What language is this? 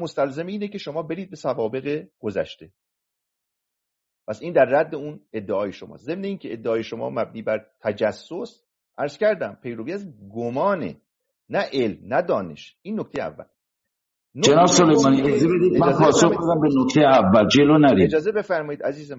Persian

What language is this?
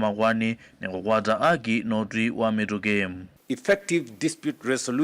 Kamba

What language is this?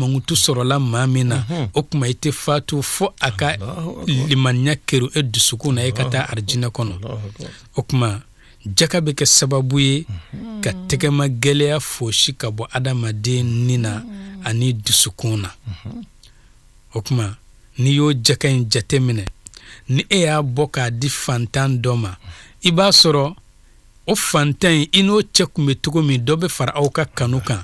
Bambara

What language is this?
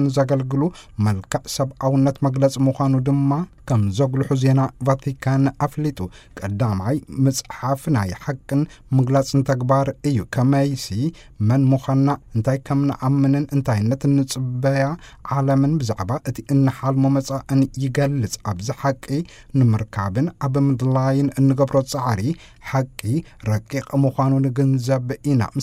Tigrinya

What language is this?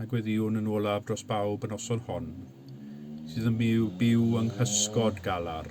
Welsh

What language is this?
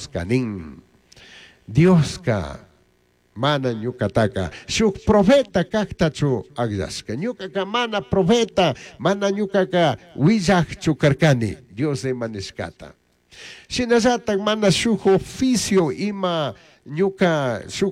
Chimborazo Highland Quichua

